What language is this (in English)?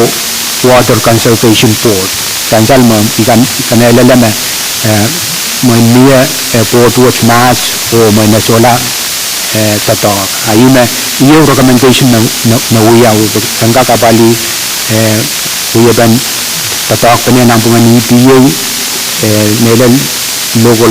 Pohnpeian